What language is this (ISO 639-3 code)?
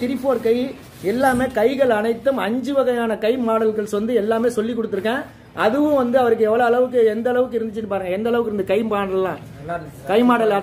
tam